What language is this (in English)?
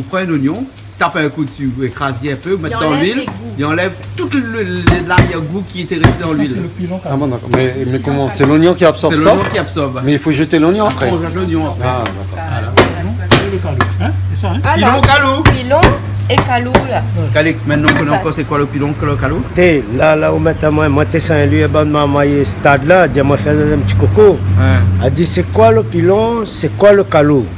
Réunion Creole French